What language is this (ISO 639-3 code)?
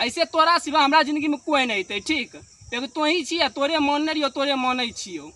mai